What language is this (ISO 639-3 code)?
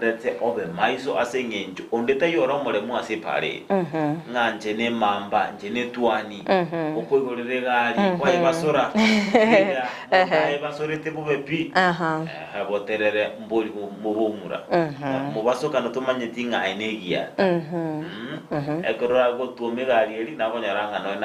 guz